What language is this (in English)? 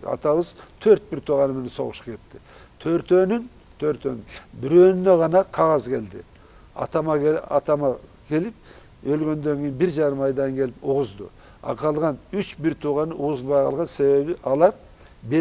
Kyrgyz